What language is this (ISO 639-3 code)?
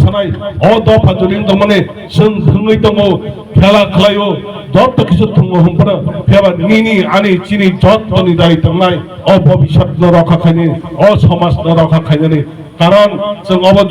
trp